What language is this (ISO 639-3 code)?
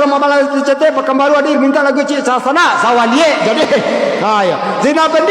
min